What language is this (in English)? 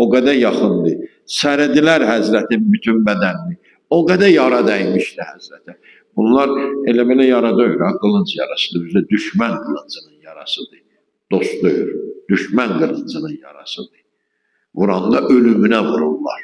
Azerbaijani